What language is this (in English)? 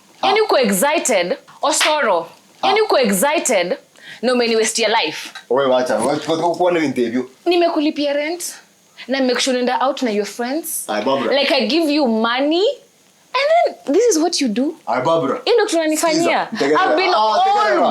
Gusii